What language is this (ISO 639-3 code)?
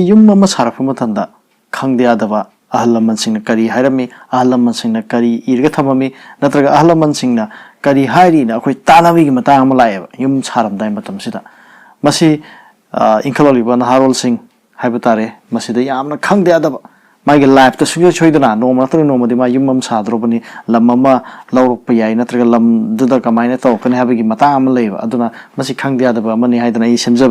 mni